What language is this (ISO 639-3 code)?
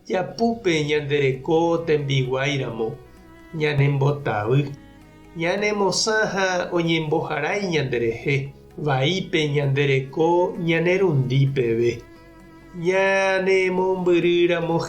grn